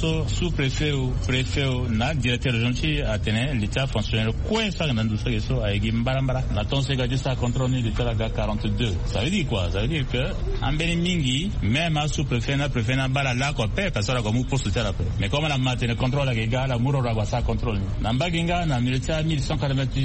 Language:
Sango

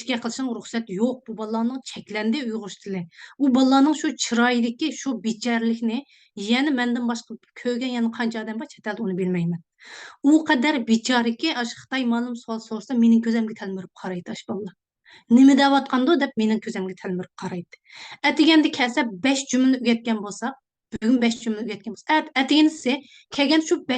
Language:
Uyghur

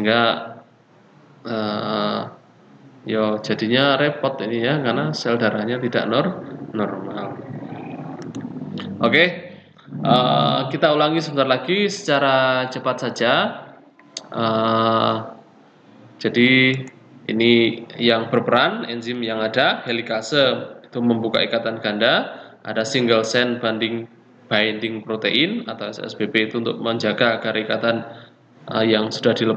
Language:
Indonesian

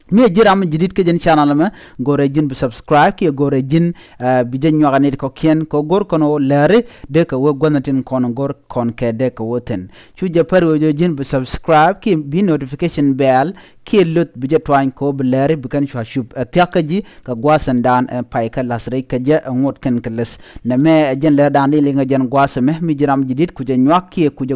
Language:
Nuer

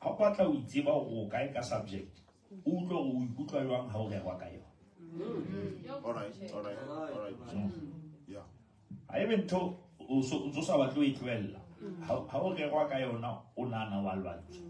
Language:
Southern Sotho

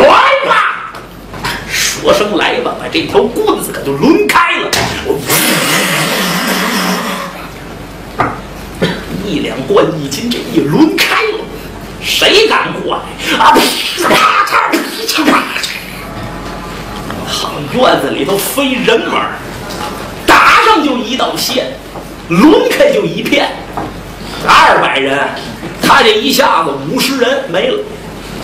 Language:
Chinese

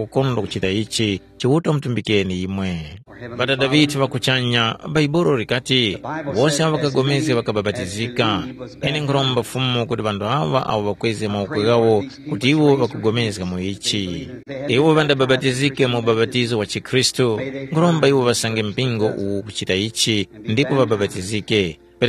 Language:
Tumbuka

